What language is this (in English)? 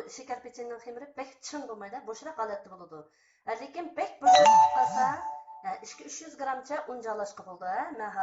Uyghur